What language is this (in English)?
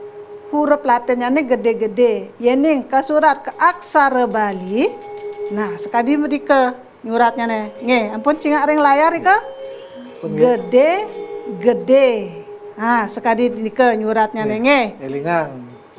Balinese